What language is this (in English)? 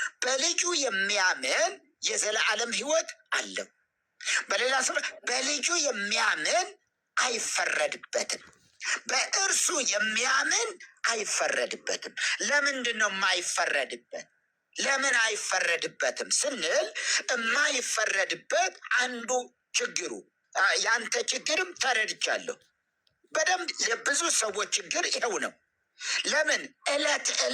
Amharic